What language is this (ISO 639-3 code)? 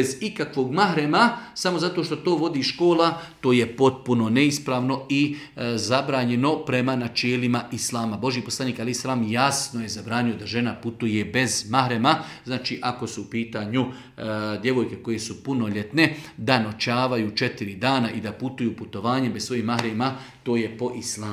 bos